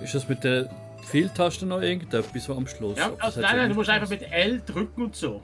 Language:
Swiss German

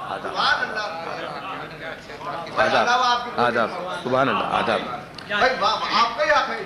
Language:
Urdu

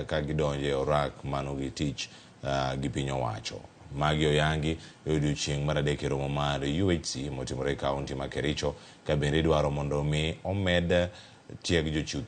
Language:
Luo (Kenya and Tanzania)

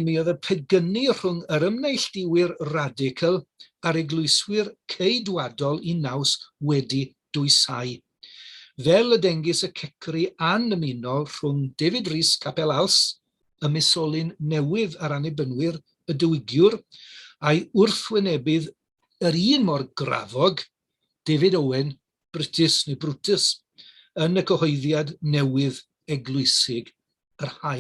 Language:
Welsh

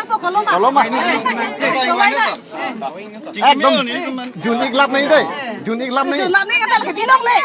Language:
Karbi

